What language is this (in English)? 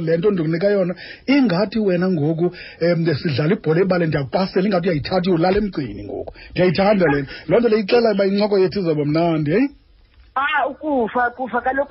Xhosa